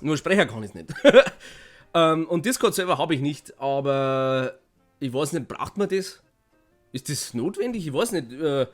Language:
Bavarian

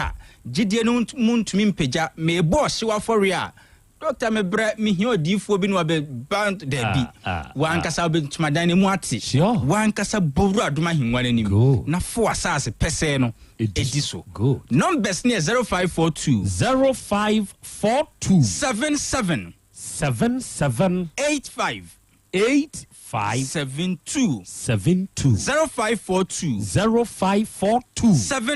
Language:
Akan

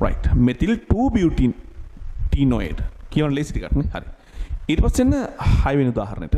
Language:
Sinhala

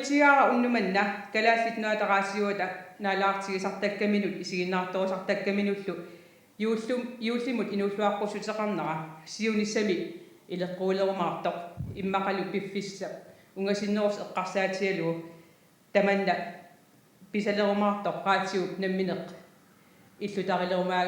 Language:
Kalaallisut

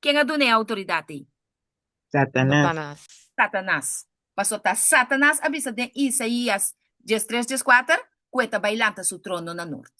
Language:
Papiamento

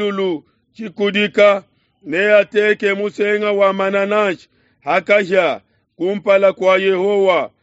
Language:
Luba-Lulua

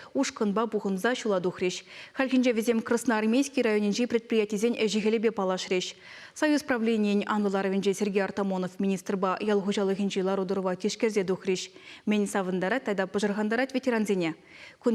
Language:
Chuvash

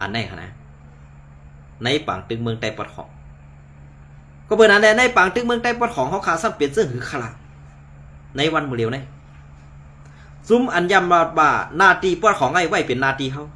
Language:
Shan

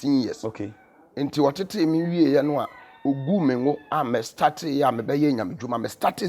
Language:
Akan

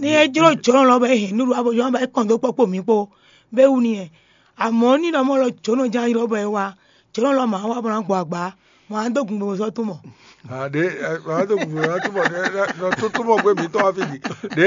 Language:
Fon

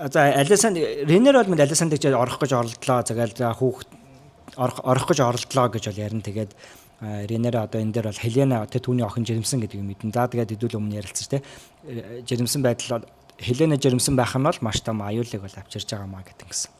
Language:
Mongolian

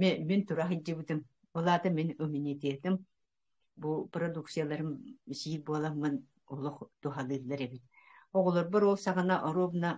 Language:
Yakut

